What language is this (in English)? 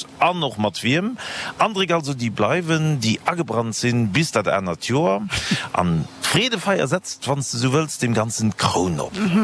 Luxembourgish